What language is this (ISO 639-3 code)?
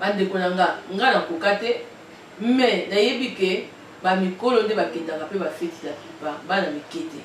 lin